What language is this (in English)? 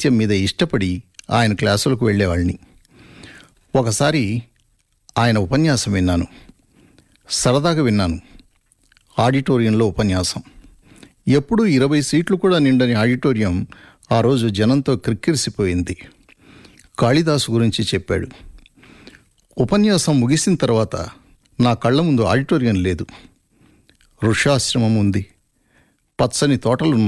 Telugu